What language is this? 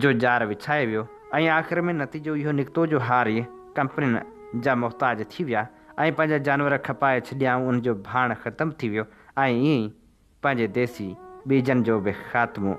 Sindhi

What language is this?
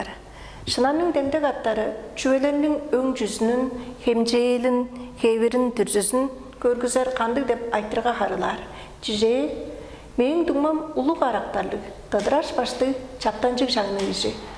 Tuvinian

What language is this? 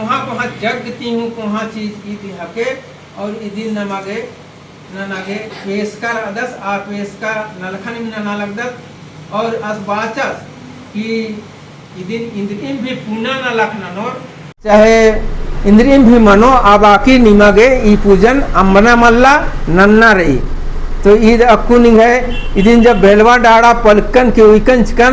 Kurukh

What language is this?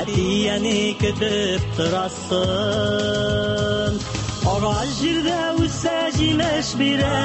Tatar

